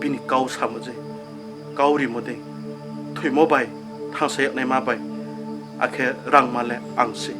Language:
Riang (India)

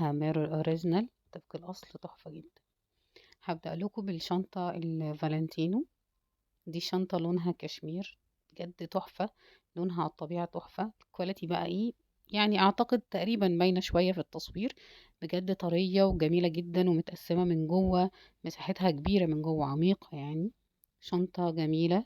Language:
Egyptian Arabic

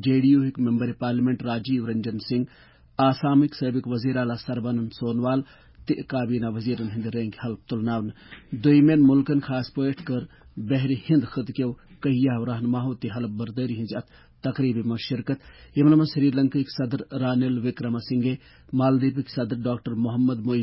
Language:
Kashmiri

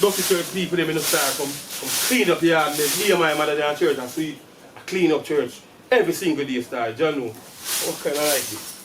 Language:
Jamaican Creole English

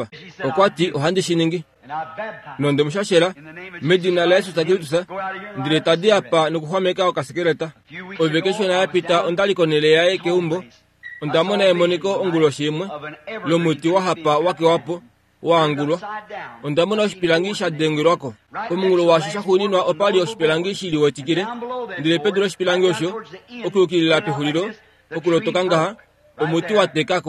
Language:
Kuanyama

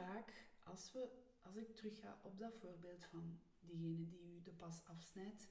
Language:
Dutch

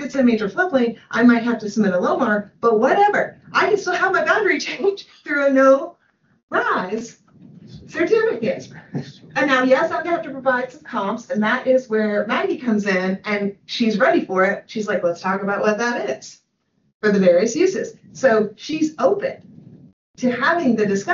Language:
English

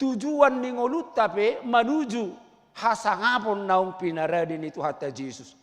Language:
Batak Toba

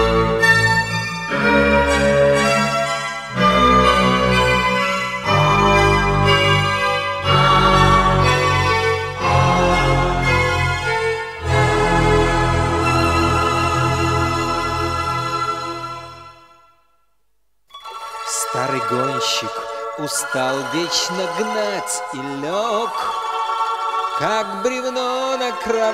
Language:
Russian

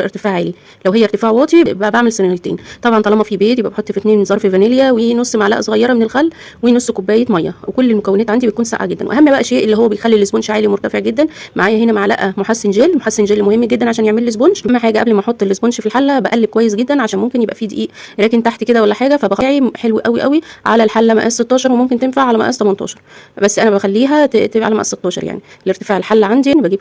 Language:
Egyptian Arabic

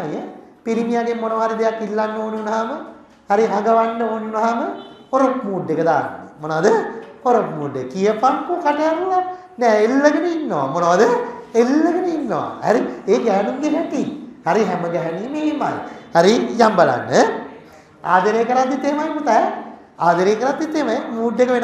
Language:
Sinhala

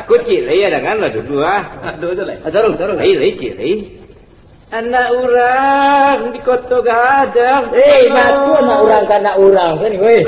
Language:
Minangkabau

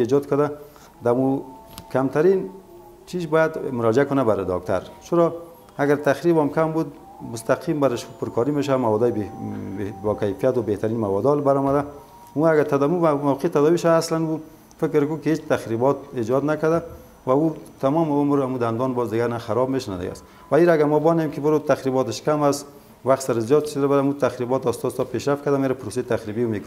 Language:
Persian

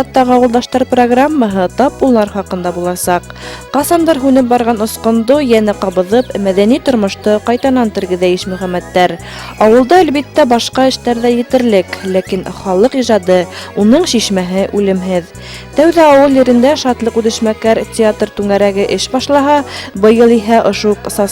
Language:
Bashkir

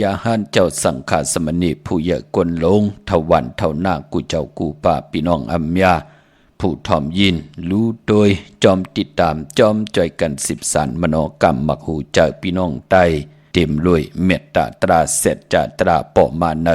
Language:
Shan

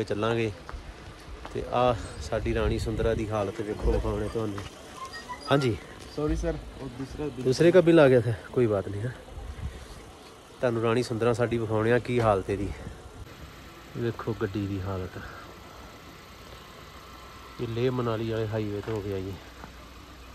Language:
Punjabi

